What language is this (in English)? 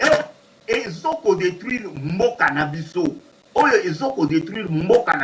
Lingala